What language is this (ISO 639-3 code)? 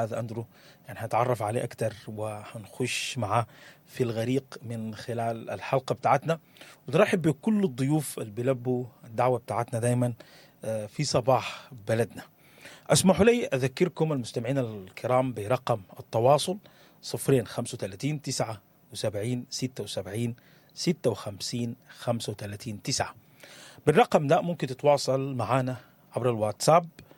apd